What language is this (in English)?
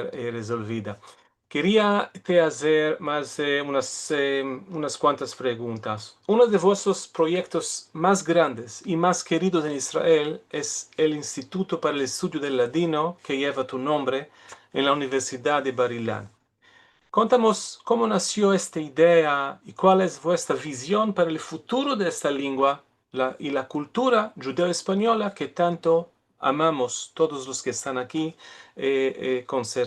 Ladino